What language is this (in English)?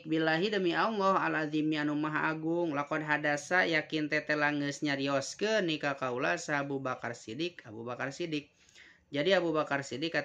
Sundanese